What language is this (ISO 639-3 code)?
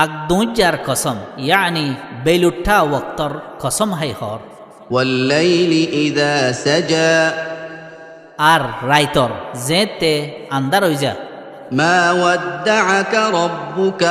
rhg